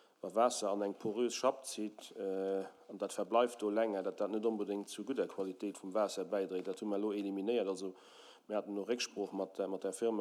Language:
Luxembourgish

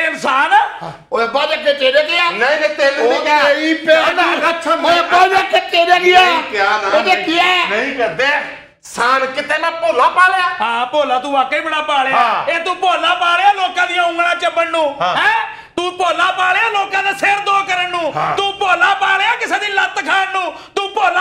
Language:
Punjabi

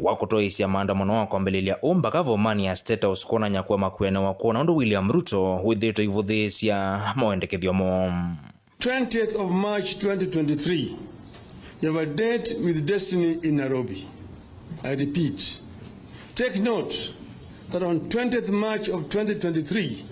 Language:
Kamba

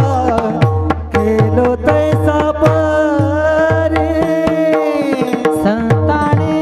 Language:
Marathi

